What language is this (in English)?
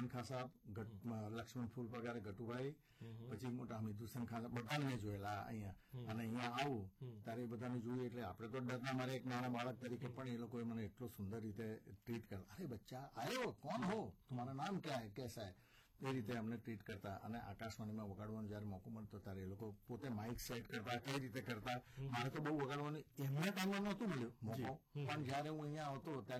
Gujarati